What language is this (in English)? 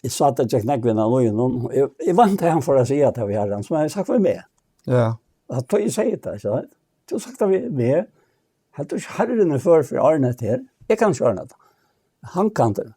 Faroese